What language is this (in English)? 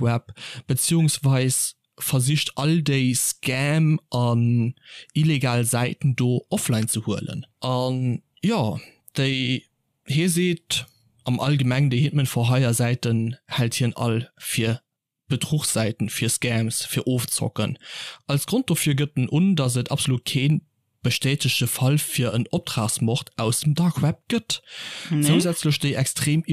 Luxembourgish